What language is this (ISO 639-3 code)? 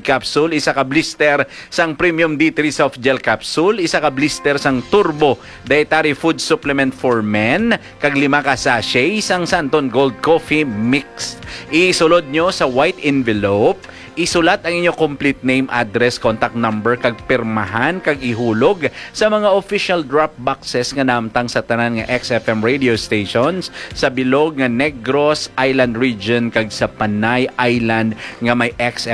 hil